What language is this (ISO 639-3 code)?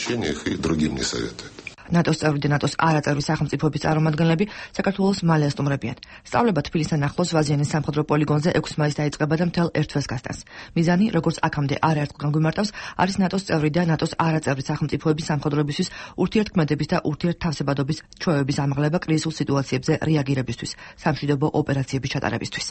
kat